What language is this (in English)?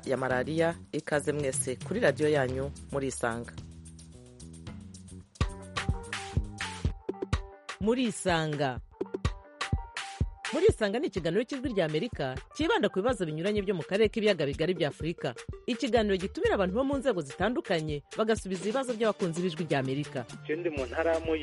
Kinyarwanda